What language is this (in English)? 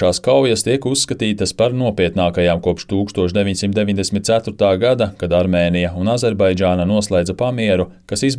Latvian